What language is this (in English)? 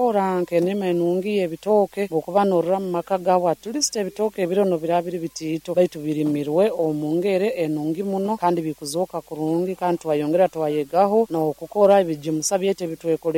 Nyoro